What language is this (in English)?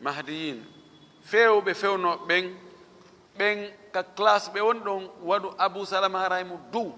Fula